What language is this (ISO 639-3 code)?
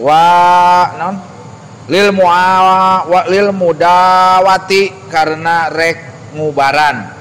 sun